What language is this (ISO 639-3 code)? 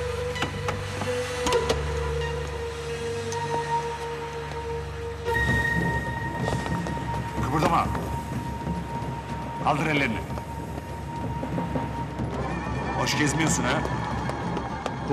tur